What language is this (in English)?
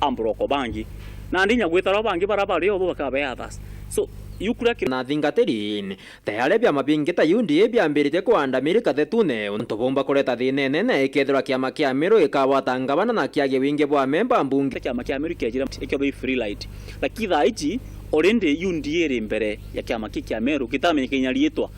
Meru